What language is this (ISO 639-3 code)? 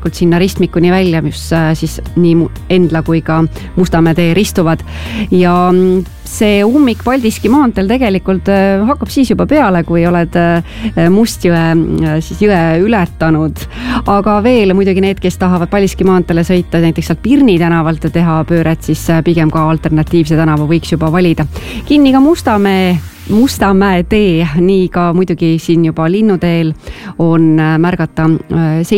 est